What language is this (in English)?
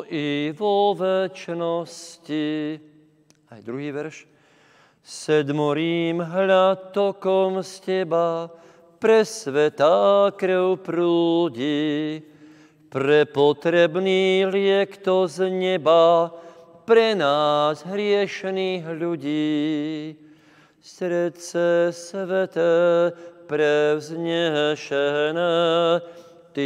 Slovak